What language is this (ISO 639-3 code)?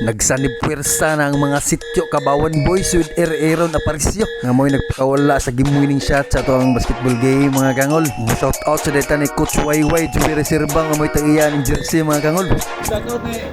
ceb